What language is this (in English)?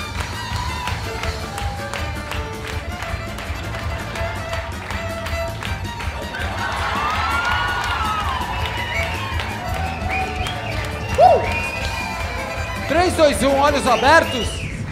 Portuguese